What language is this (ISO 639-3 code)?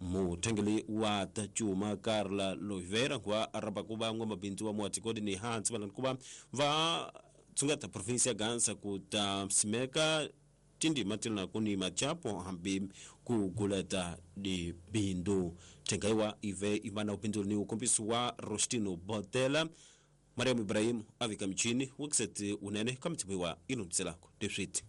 tso